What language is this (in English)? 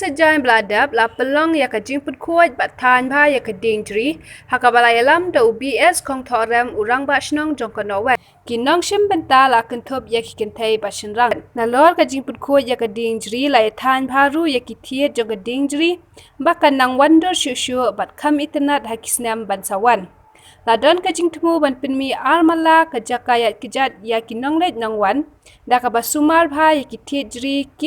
Khasi